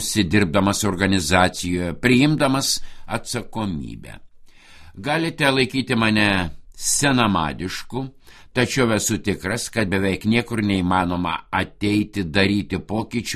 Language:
Lithuanian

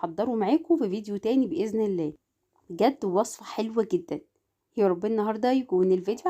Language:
Egyptian Arabic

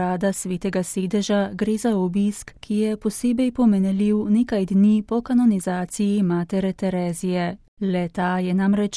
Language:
Slovenian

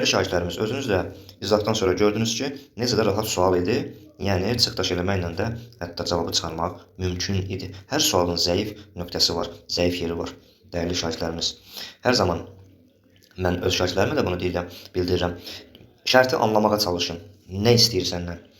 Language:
Azerbaijani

